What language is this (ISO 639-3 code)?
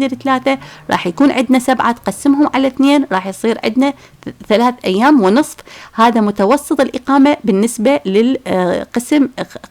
acm